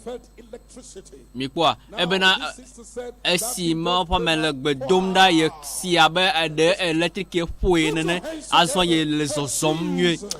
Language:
Ewe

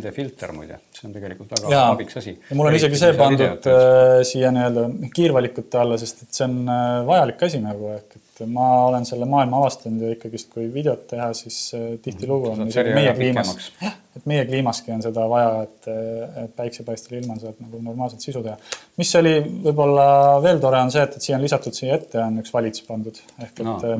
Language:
Estonian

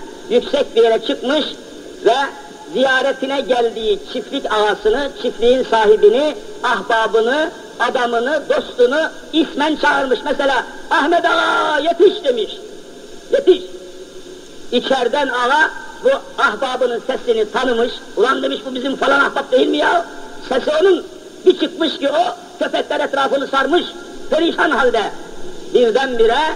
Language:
Turkish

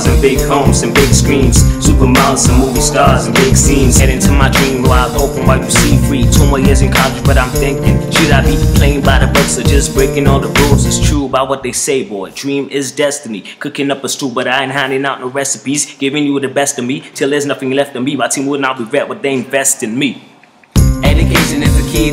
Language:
English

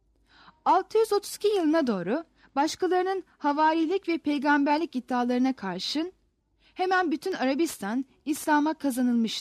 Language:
Turkish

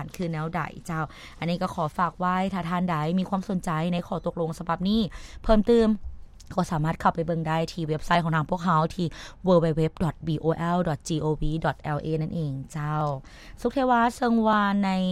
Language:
Lao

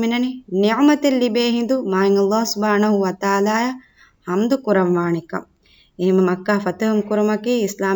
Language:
Divehi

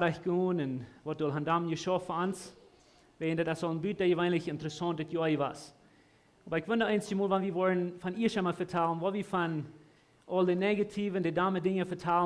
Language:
Plautdietsch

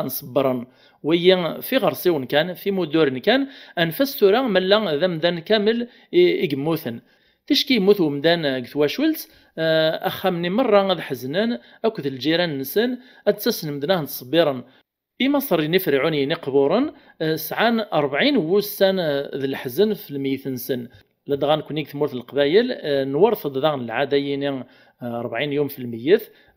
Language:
Kabyle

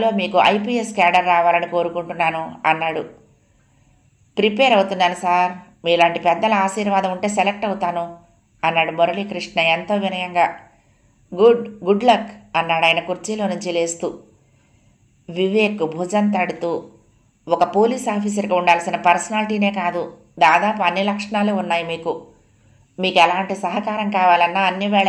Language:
Telugu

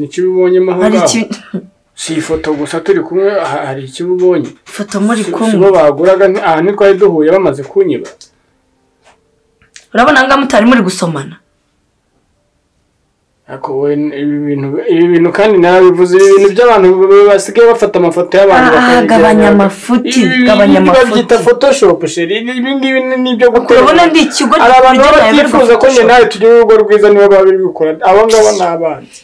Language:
Kinyarwanda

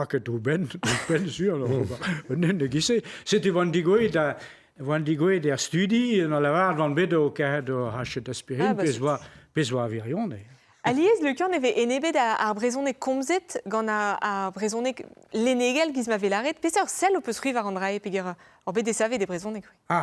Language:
Breton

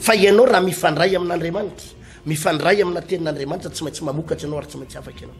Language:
Malagasy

